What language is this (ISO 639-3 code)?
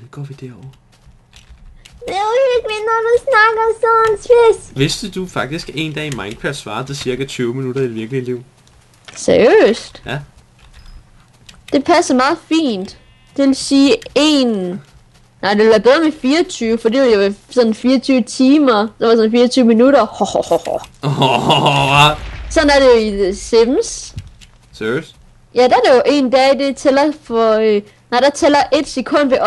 dan